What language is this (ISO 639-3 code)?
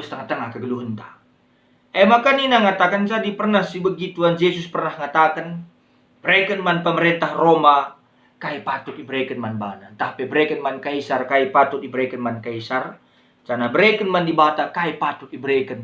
btx